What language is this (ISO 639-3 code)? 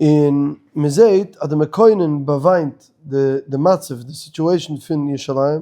yid